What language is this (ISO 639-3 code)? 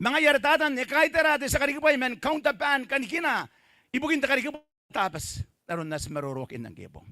gil